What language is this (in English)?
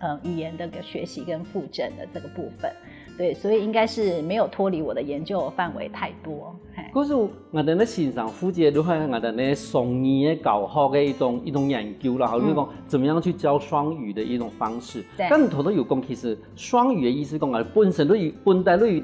Hakka Chinese